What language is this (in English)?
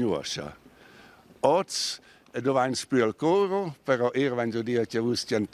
Romansh